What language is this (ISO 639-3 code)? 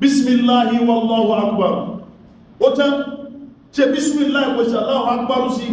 yor